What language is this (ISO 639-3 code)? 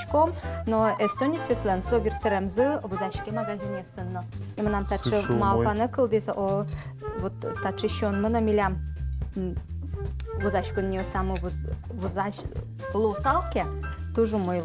udm